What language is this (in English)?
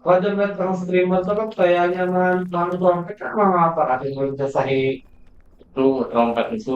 Banjar